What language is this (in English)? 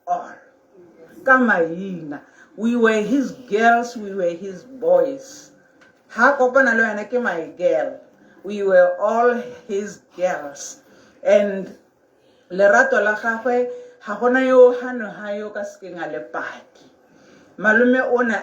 Tswana